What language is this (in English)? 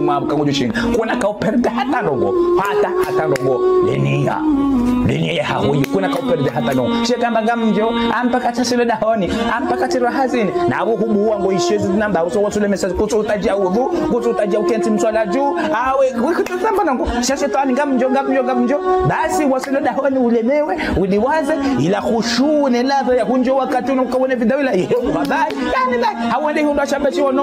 Ngazidja Comorian